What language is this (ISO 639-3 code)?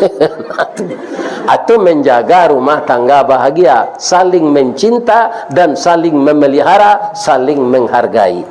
min